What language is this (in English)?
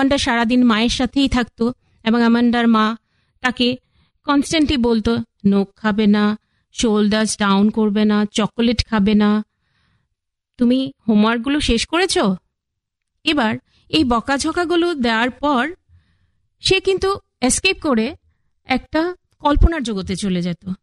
Bangla